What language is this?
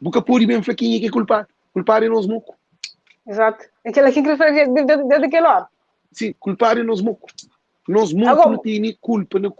Kabuverdianu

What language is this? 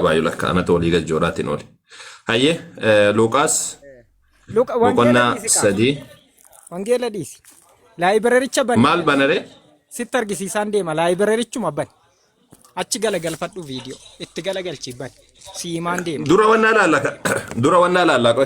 Oromo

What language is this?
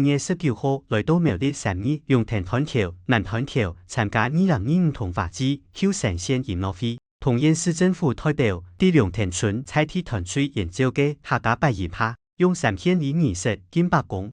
Hakka Chinese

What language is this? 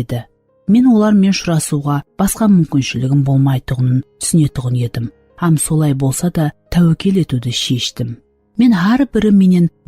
Kara-Kalpak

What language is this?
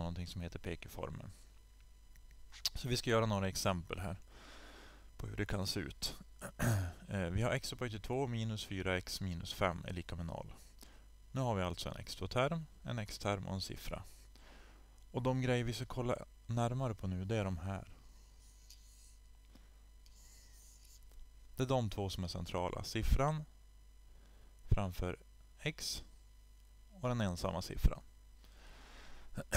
Swedish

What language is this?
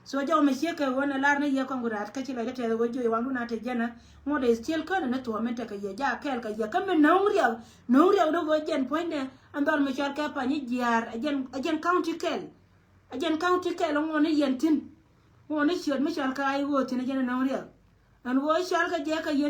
Nuer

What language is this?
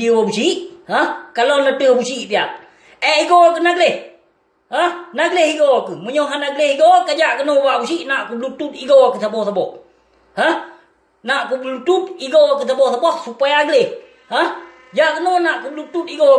Achinese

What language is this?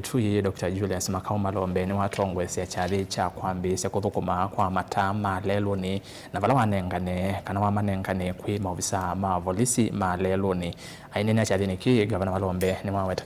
Kamba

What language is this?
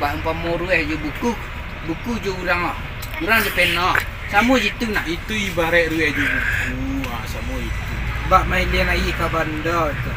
Minangkabau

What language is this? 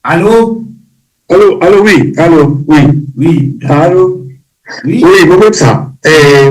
Morisyen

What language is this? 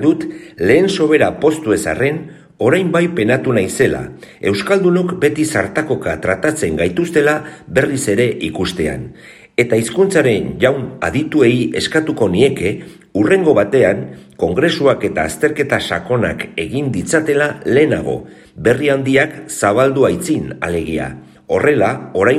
Basque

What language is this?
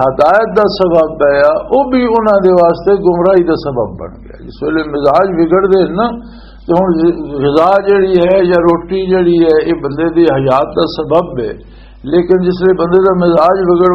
Western Panjabi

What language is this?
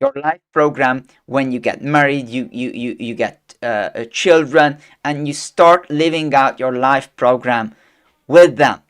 English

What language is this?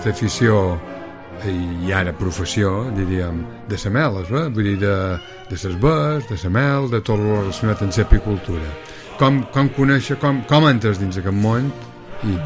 Catalan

